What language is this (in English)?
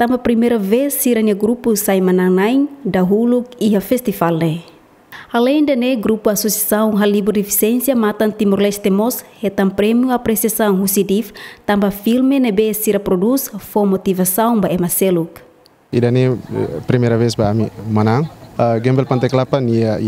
Tetum